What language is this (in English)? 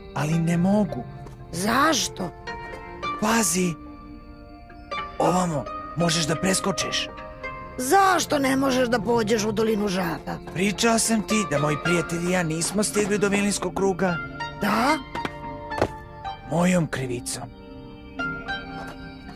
Serbian